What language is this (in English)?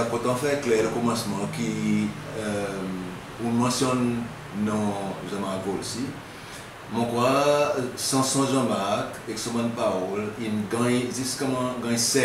Seselwa Creole French